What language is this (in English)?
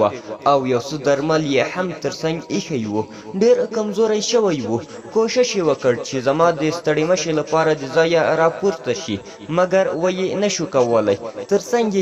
Pashto